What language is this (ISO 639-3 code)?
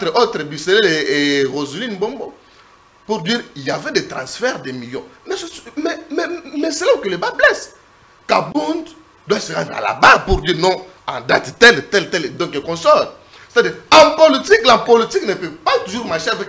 fra